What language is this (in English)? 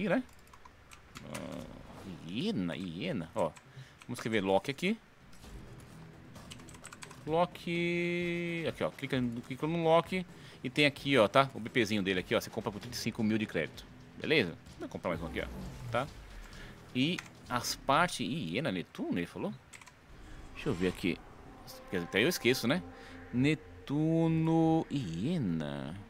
Portuguese